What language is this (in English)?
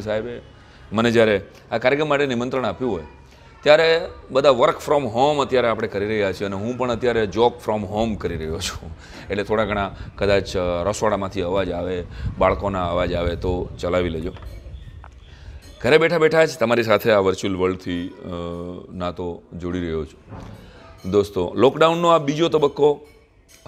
Gujarati